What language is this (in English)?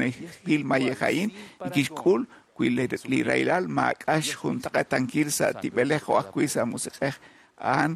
Kekchí